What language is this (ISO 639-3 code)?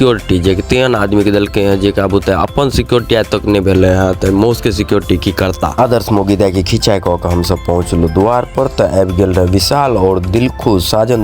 mai